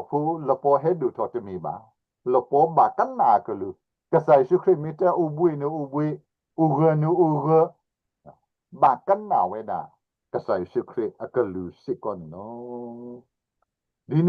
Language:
S'gaw Karen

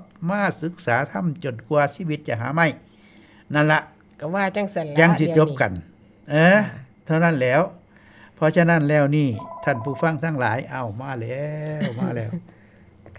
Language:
Northeastern Thai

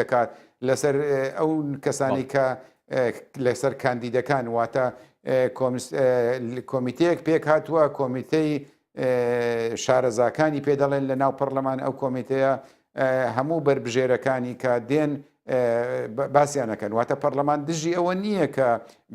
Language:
Central Kurdish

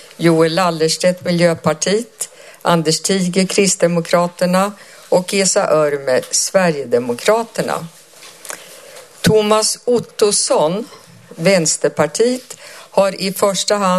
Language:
Swedish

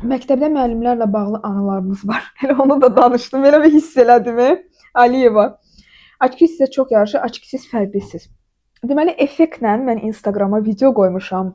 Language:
Azerbaijani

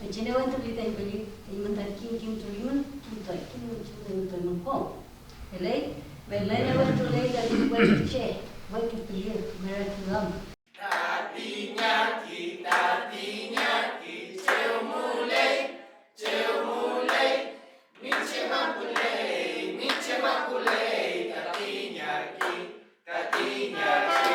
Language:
Mapuche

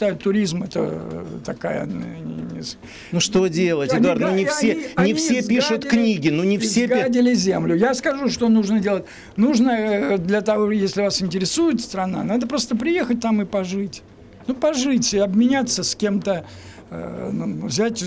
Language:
Russian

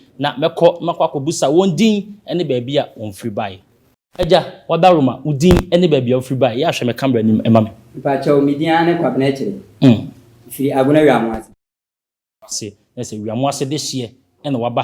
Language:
Akan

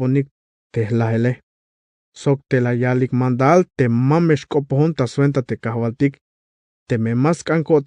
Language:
Tzeltal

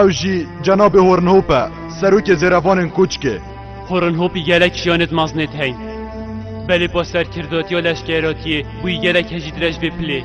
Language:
Kurdish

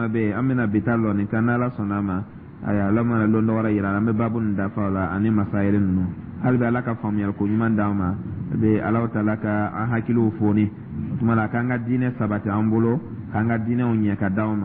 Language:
Dyula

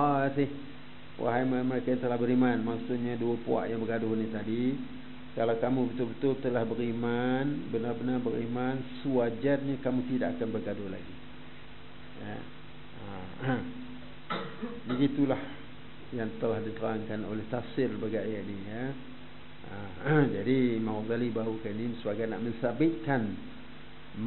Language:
Malay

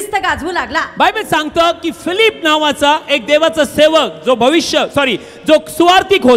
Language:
Marathi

